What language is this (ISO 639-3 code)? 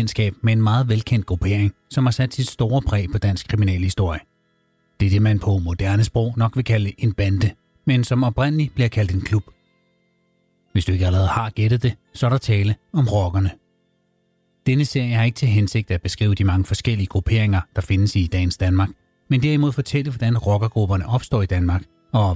dan